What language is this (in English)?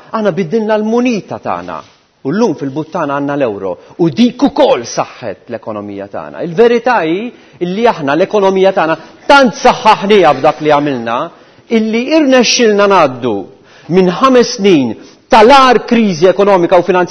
Maltese